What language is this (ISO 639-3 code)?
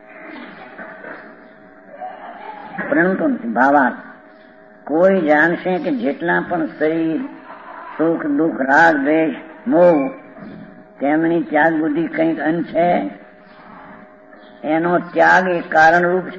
guj